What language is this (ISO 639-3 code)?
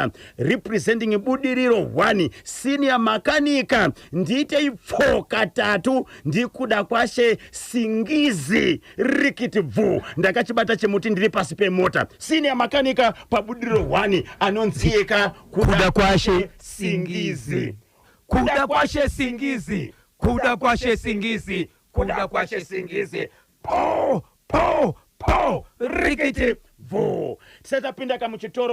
sna